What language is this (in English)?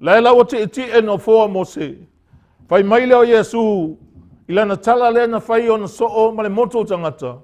Samoan